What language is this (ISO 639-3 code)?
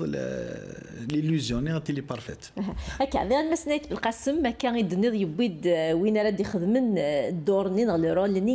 kab